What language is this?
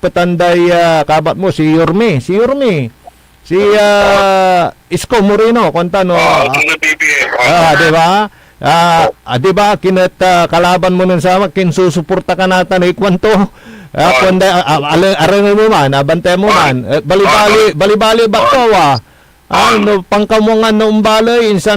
Pangasinan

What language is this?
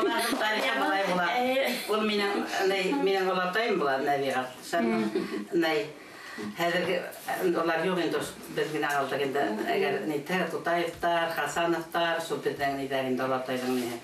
Bashkir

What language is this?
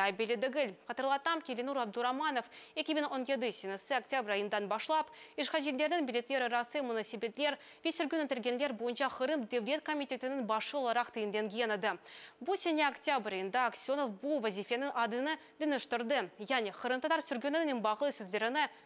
Crimean Tatar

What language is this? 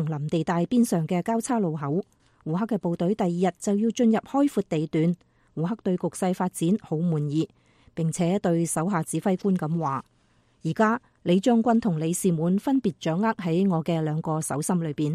Cantonese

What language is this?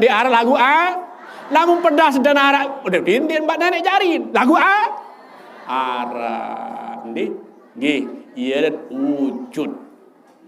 Sasak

